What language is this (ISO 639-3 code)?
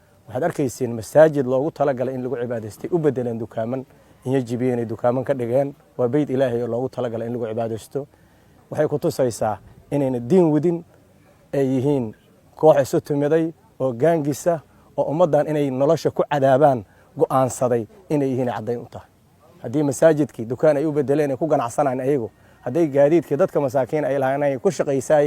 som